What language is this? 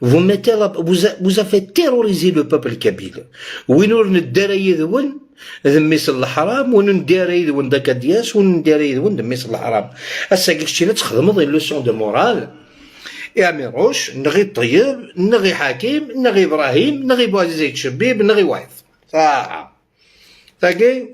Algerian Arabic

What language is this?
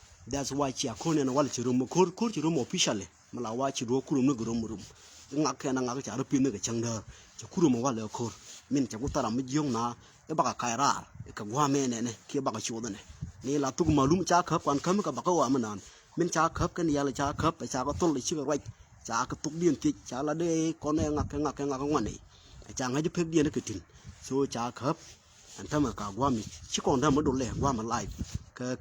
Nuer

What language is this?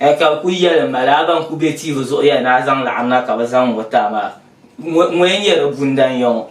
Dagbani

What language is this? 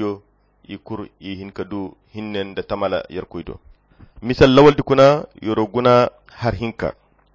Koyra Chiini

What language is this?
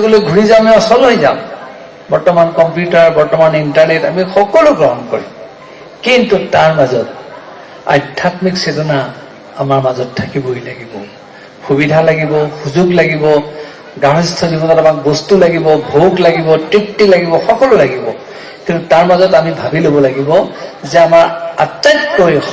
Assamese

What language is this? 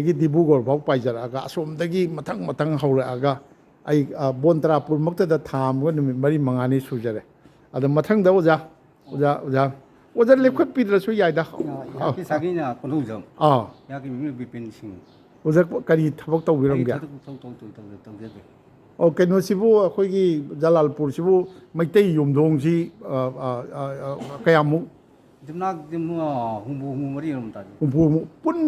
Manipuri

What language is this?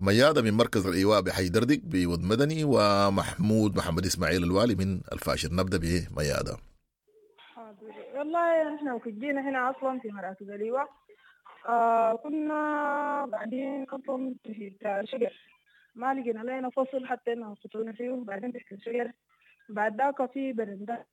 Sudanese Arabic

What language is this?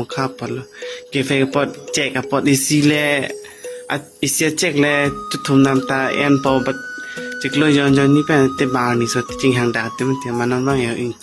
Karbi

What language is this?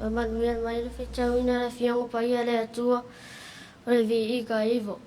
Samoan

